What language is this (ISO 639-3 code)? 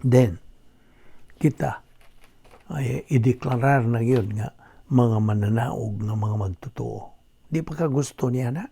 ceb